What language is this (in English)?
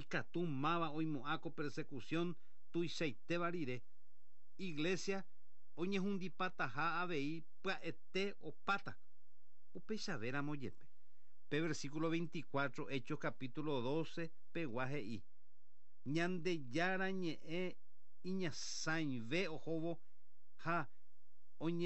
Guarani